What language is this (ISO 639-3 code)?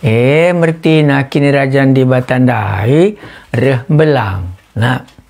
btx